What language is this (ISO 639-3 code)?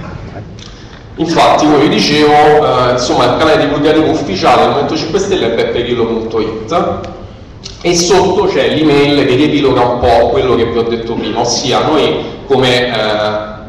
ita